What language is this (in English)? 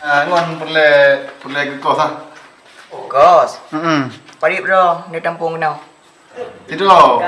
Achinese